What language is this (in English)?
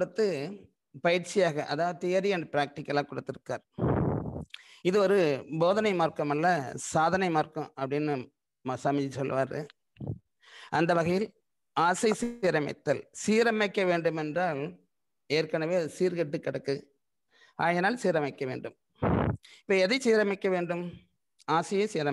Tamil